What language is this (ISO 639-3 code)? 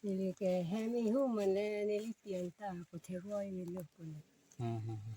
mjw